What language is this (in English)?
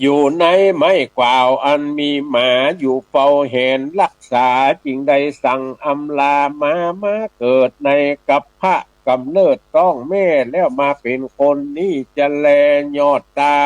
Northern Thai